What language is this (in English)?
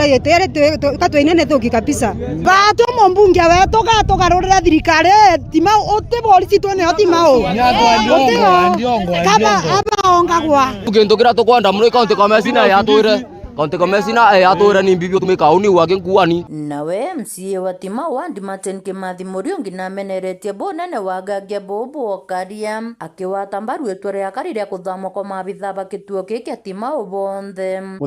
Meru